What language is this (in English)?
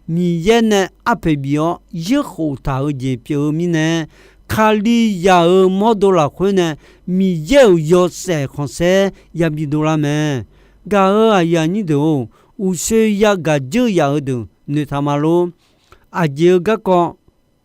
Akha